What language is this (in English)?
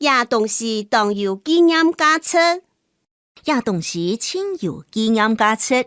Hakka Chinese